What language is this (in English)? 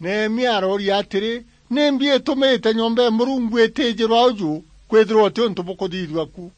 Meru